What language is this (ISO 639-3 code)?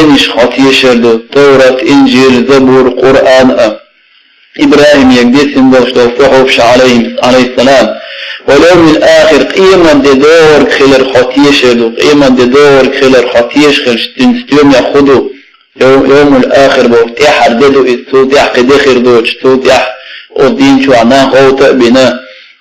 che